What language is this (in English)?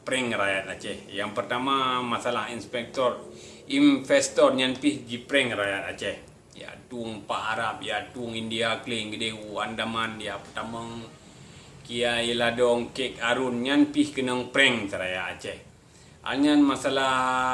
Achinese